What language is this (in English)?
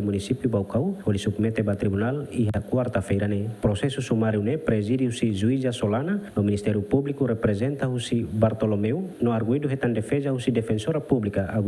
Tetum